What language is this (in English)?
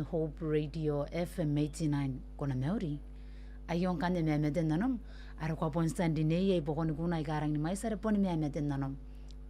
Gilbertese